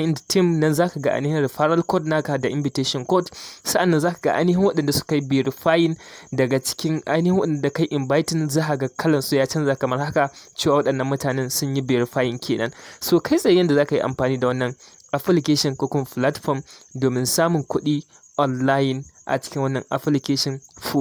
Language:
Hausa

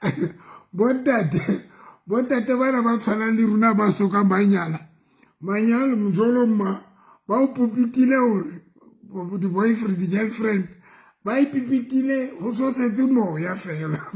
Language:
Southern Sotho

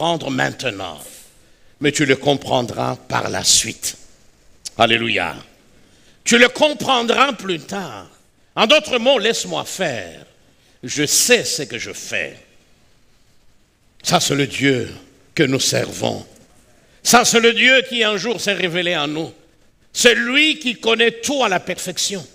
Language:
French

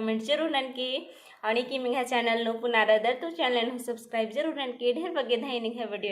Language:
Kurukh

